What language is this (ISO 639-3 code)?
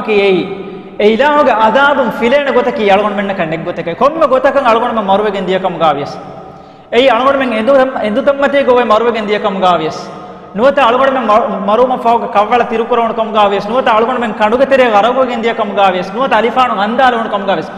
div